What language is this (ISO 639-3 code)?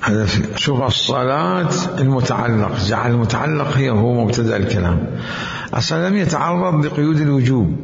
acm